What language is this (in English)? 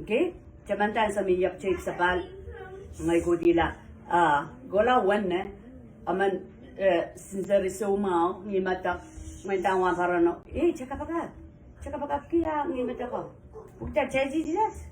Pohnpeian